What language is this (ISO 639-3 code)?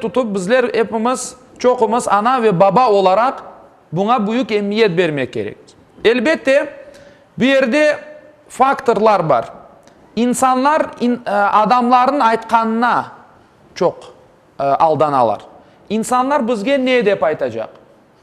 crh